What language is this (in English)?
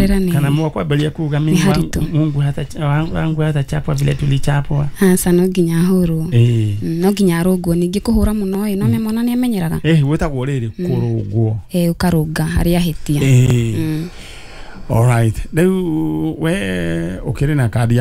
Kikuyu